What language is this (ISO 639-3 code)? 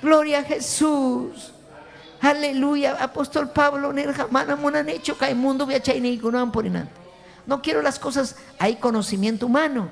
quy